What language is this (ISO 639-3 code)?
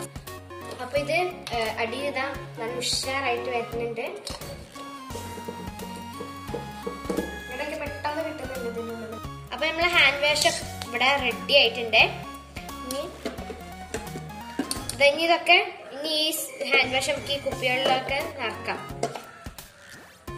mal